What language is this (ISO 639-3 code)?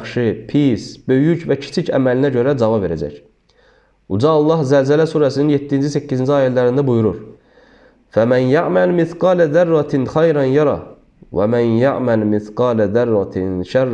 aze